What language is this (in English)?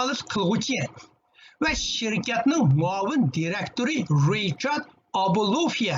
Uyghur